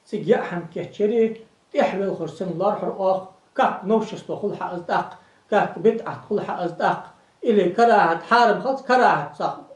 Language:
Ingush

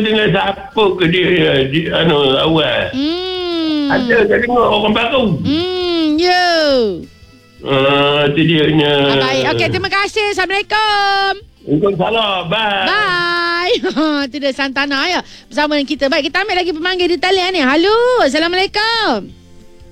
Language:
Malay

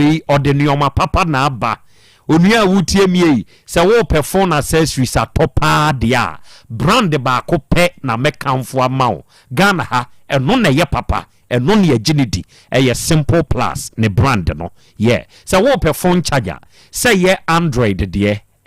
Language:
Akan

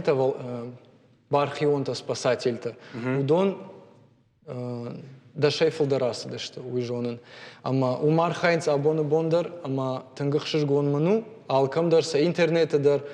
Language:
Ossetic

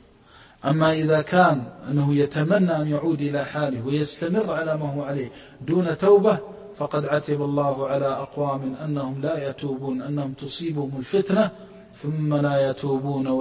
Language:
Arabic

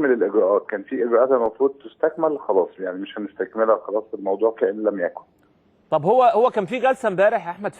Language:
Egyptian Arabic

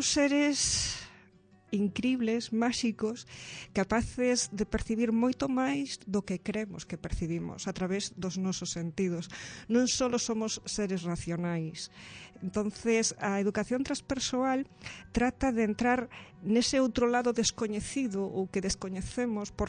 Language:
Galician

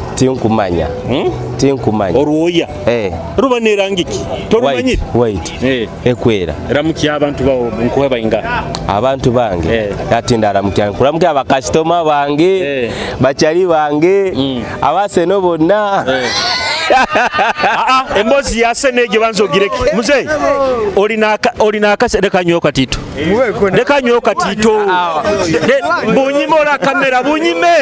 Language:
Nyoro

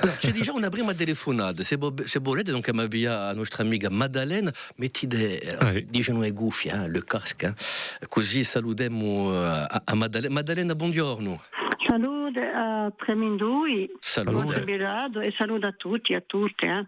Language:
Corsican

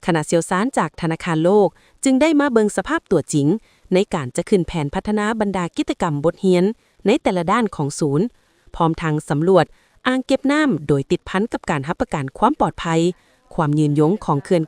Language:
Lao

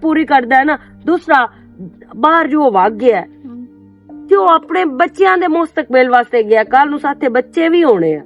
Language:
Western Panjabi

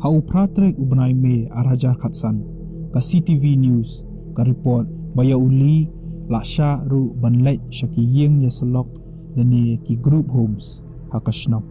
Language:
Khasi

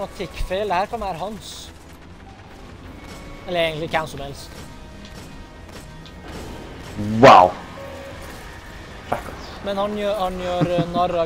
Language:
Norwegian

